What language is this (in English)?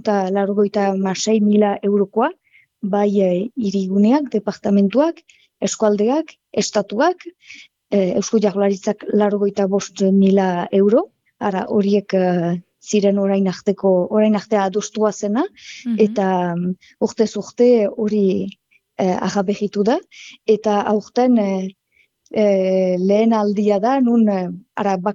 Basque